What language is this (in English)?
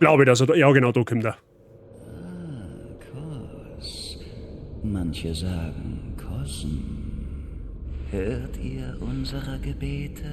Bavarian